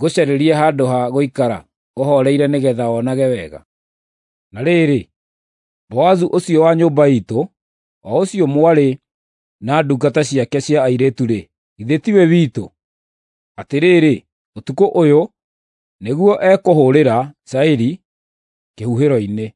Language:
Kikuyu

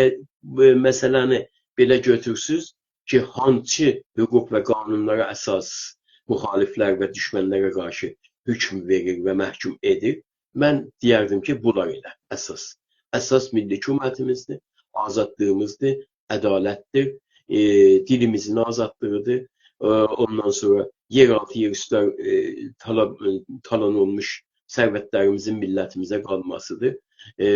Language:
South Azerbaijani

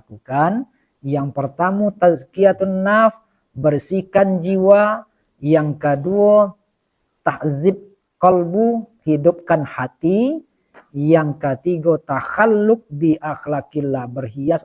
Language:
Minangkabau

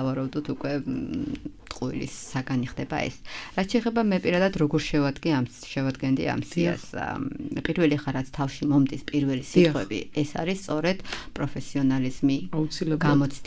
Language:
Georgian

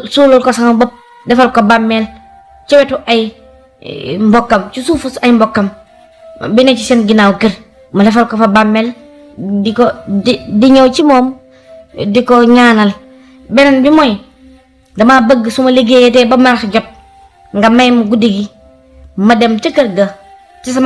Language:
Wolof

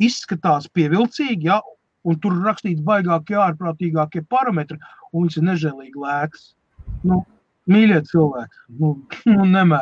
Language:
Latvian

